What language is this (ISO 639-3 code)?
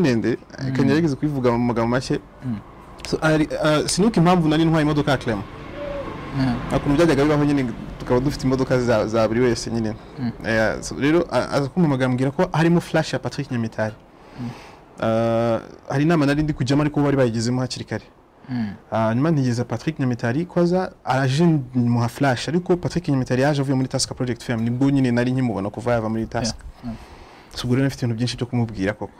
kin